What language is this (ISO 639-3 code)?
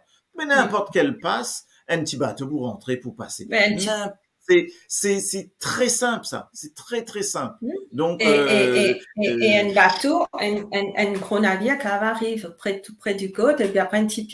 mfe